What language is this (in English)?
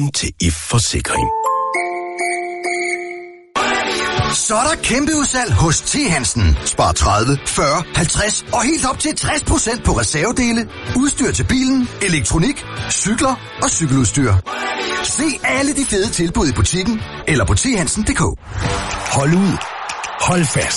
Danish